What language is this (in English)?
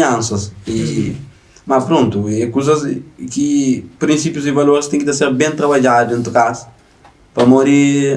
Kabuverdianu